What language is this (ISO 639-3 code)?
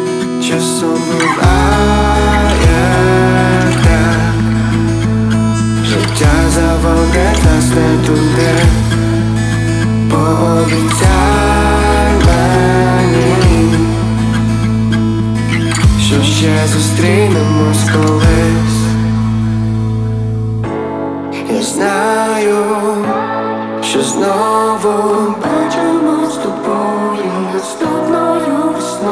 ukr